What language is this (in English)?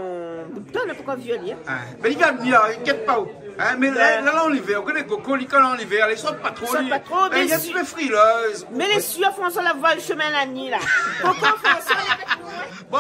Réunion Creole French